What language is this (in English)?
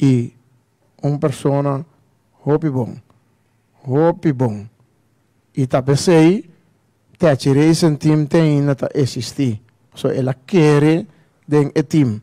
Papiamento